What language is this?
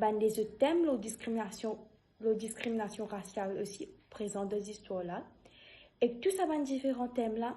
Morisyen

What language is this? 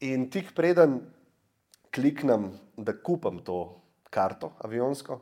Slovenian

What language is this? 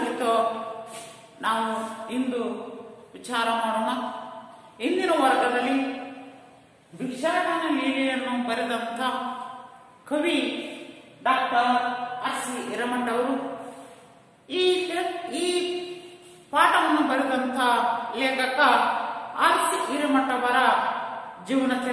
Kannada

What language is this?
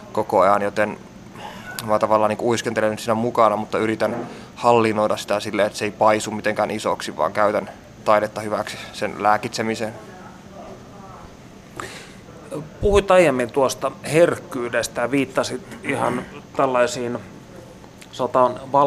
Finnish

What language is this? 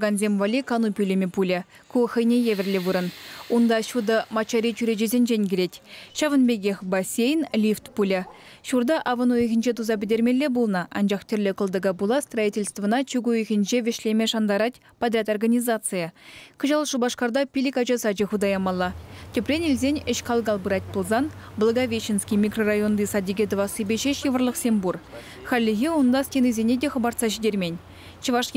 Chuvash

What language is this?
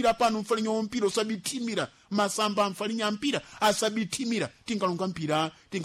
Sena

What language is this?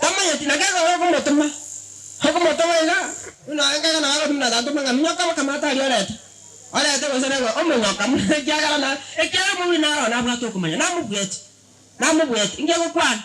Gusii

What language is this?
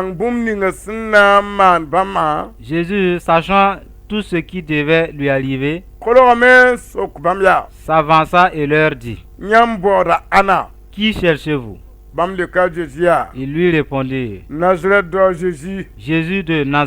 Mossi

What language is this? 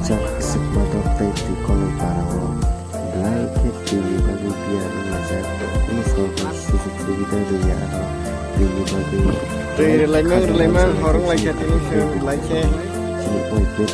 Kok Borok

